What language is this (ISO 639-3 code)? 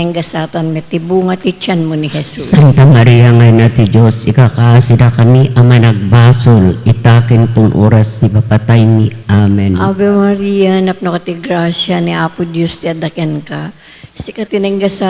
ilo